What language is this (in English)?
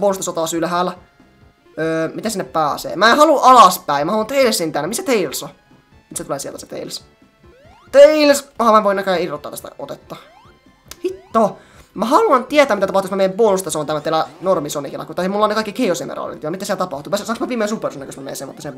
Finnish